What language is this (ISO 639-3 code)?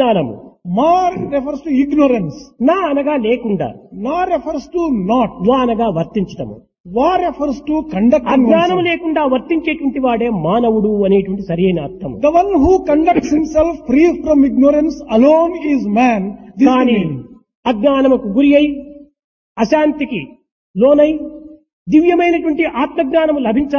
tel